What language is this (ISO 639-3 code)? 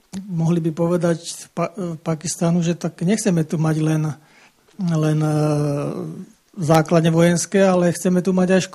slk